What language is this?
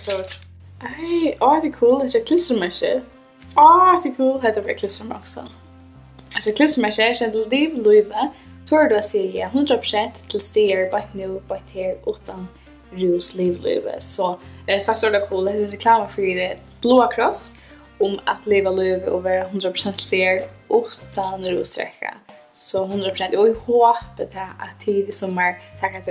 Faroese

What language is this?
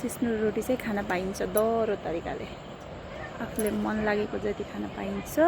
Nepali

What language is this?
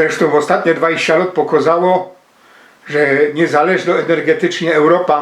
Silesian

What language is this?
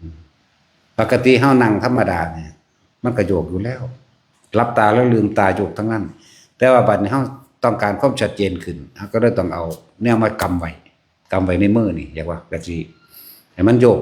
Northeastern Thai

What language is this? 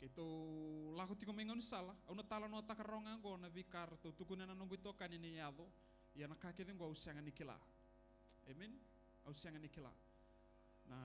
Fijian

